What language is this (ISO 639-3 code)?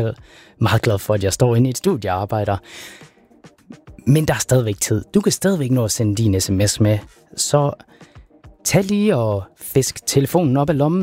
dan